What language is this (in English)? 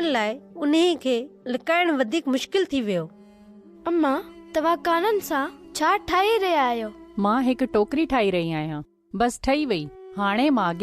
Sindhi